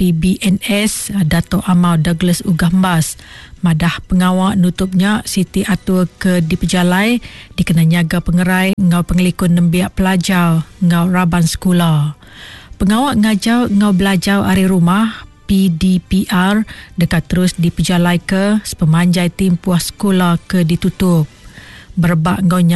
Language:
Iban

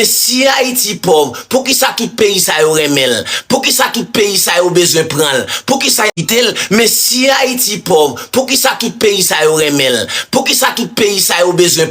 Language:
Haitian Creole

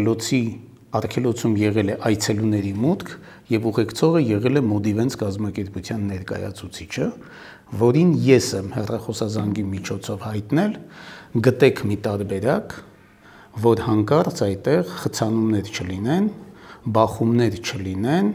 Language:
Armenian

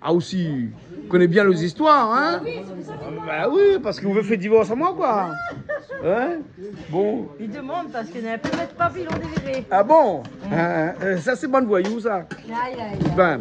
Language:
Réunion Creole French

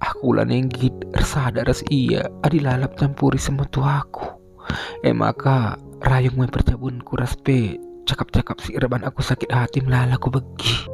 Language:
Batak Karo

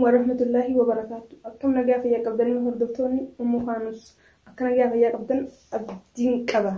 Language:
Oromo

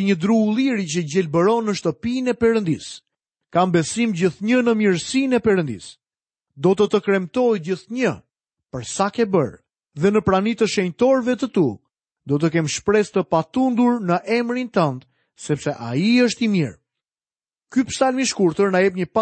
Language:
Albanian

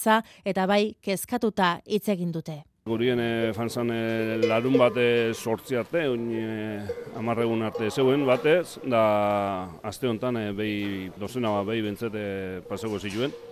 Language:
Basque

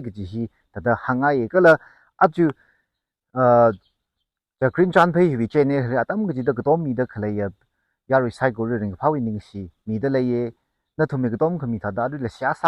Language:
Tangkhul Naga (India)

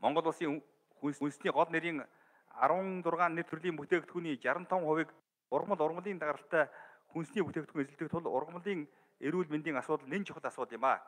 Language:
Mongolian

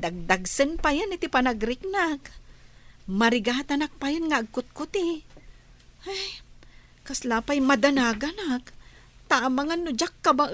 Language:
Iloko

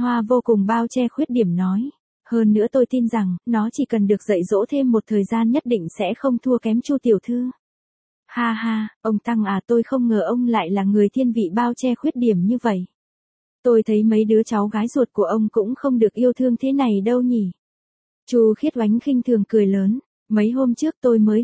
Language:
Vietnamese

